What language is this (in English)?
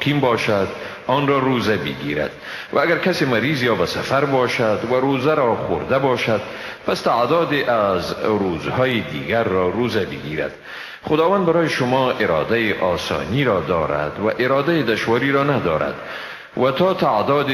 Persian